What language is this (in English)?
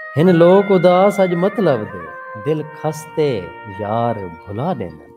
Saraiki